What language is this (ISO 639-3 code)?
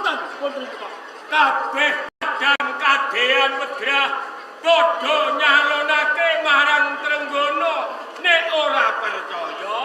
jav